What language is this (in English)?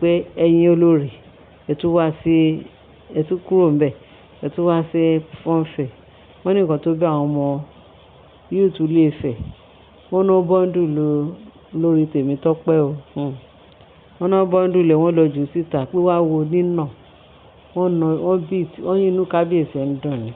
Yoruba